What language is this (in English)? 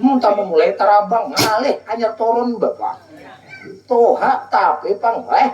Banjar